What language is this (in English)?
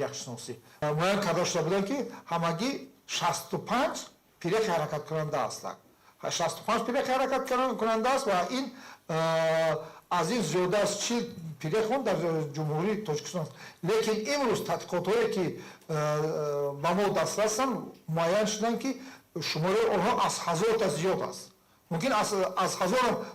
Tajik